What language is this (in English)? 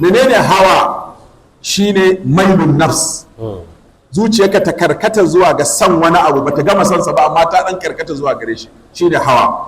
Hausa